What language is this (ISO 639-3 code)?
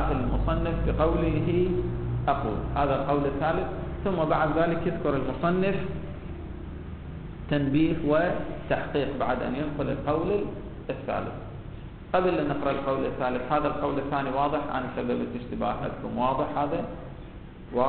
ara